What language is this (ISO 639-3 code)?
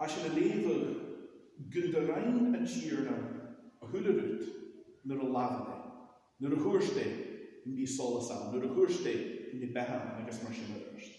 gla